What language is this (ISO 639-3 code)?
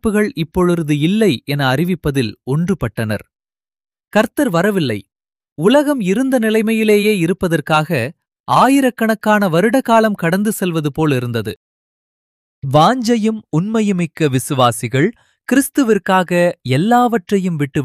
tam